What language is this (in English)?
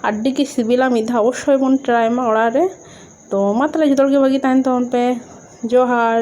Santali